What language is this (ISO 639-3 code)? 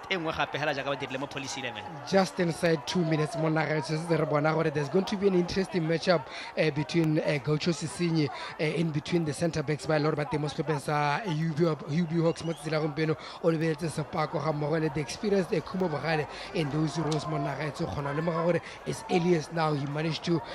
tsn